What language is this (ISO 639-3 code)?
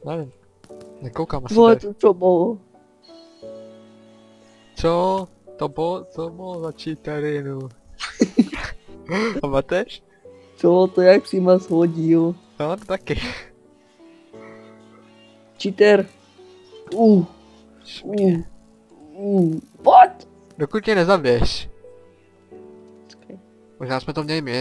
ces